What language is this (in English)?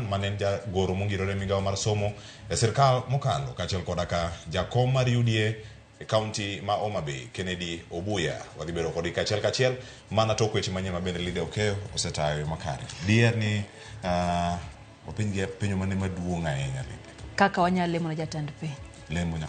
Luo (Kenya and Tanzania)